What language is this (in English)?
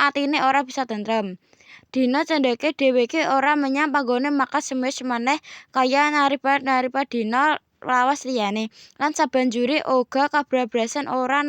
Javanese